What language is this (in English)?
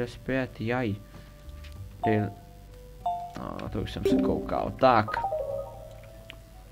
Czech